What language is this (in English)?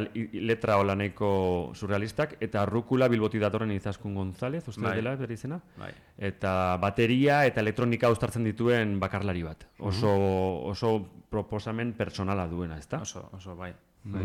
Basque